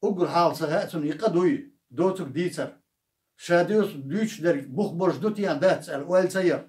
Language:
Chechen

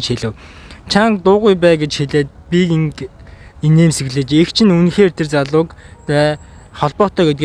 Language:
Mongolian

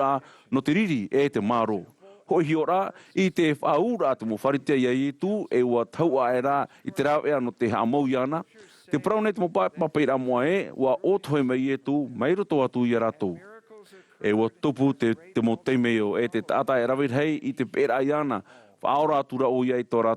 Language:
Tahitian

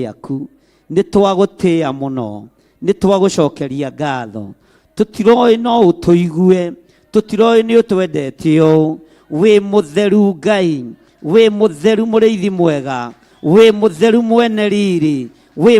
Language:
Kikuyu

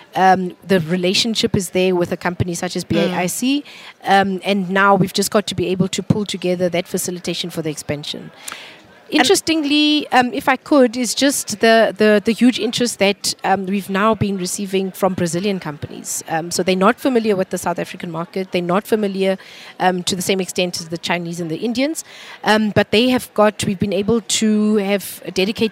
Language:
English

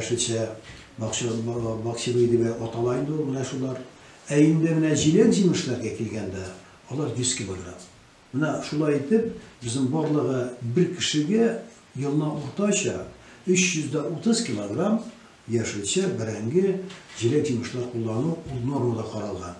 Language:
Tatar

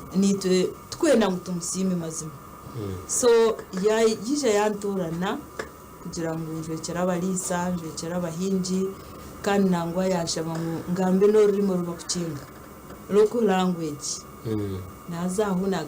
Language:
Nyankole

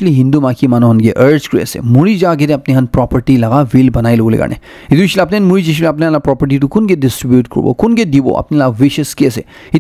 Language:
Naga Pidgin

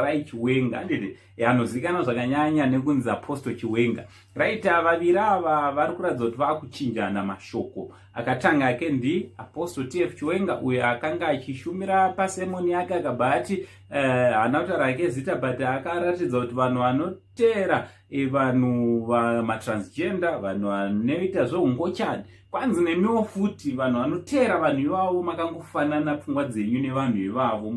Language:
Shona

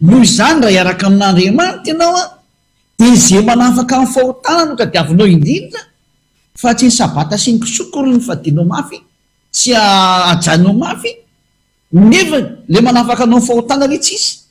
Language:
Malagasy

